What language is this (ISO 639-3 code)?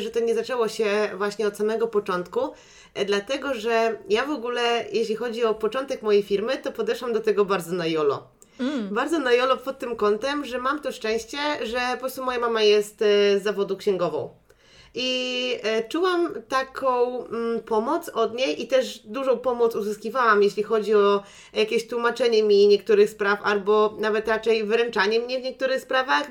pol